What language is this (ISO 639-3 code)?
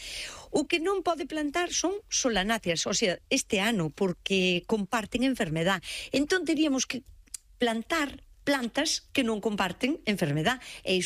glg